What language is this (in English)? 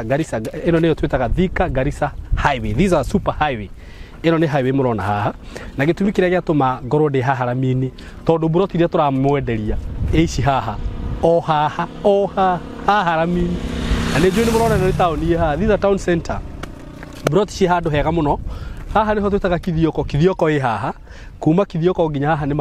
Kikuyu